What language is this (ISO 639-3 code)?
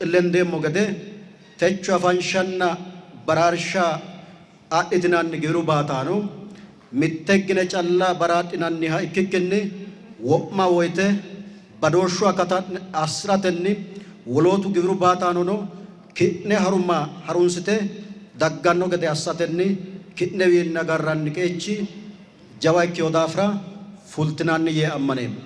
sid